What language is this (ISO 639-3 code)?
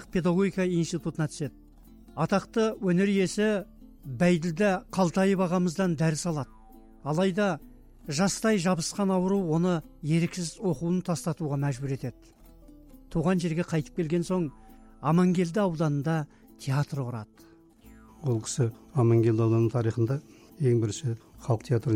kaz